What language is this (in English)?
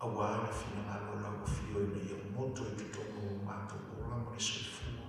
Samoan